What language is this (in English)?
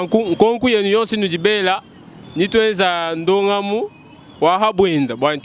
Luba-Lulua